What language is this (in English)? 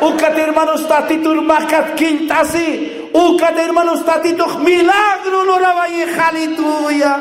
Aymara